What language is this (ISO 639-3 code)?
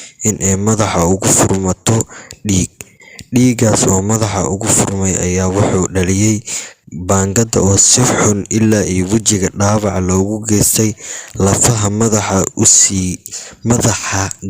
som